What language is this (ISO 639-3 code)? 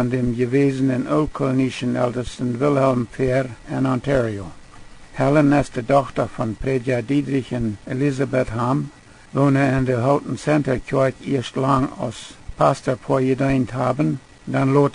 pdt